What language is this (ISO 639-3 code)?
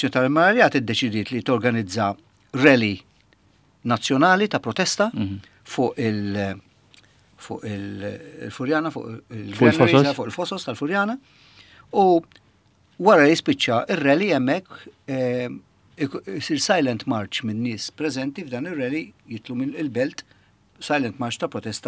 mlt